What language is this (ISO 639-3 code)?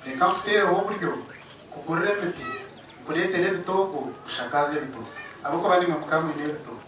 nyn